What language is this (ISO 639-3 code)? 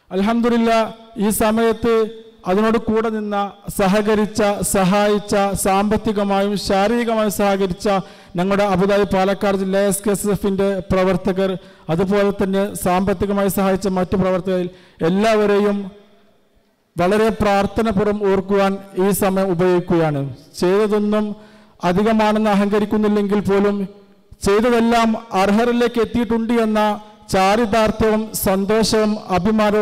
mal